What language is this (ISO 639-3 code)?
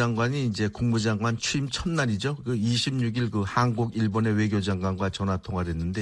kor